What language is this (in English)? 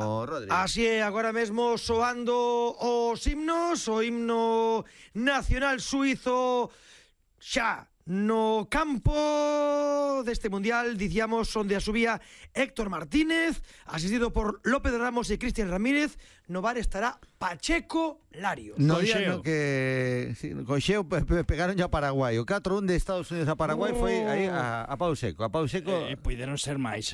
Galician